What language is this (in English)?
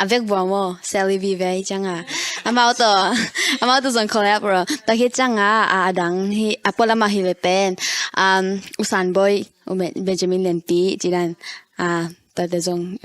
Tedim Chin